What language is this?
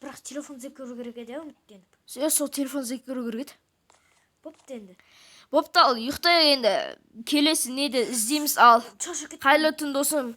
Kazakh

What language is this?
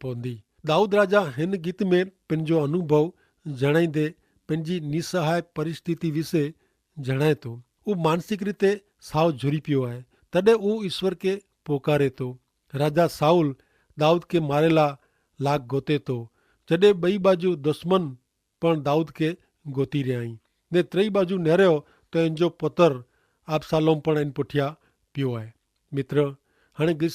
Kachhi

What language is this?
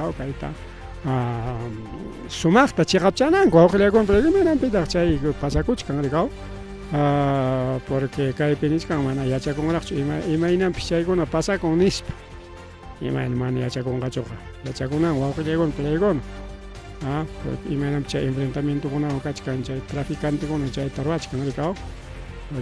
Ayacucho Quechua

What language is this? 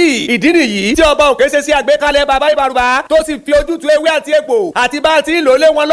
Yoruba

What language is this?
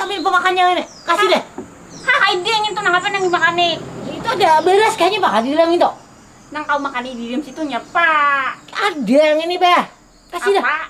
Banjar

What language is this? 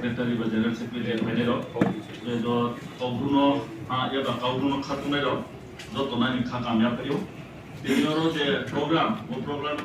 Riang (India)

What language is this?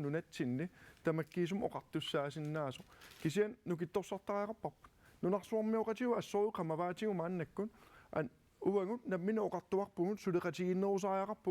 Kalaallisut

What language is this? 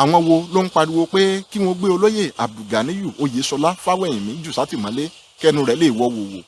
Yoruba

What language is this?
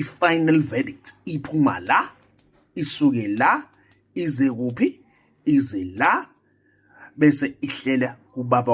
Zulu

